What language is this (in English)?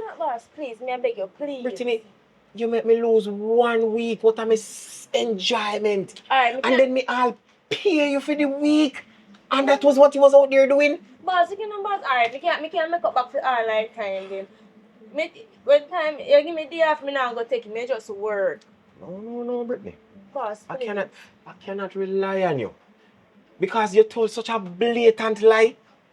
Jamaican Creole English